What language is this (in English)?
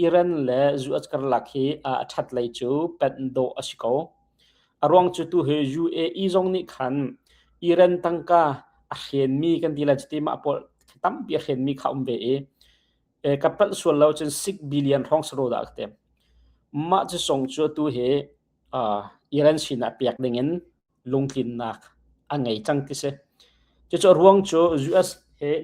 Hakha Chin